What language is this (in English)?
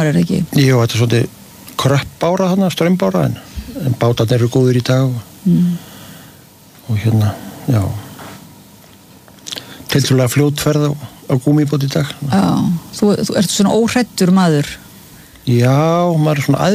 Icelandic